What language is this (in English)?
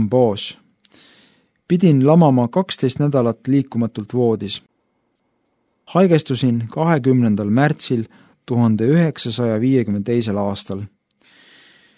Estonian